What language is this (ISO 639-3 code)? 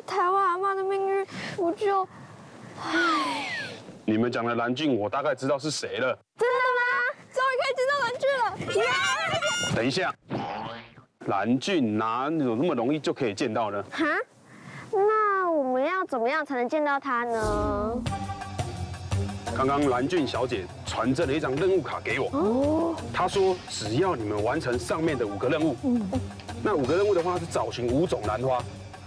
zho